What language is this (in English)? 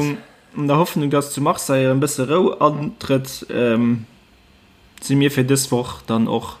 Luxembourgish